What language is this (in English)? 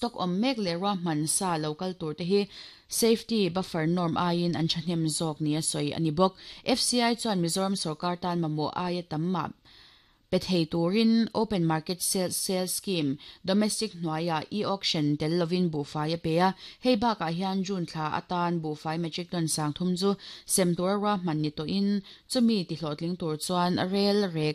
Mizo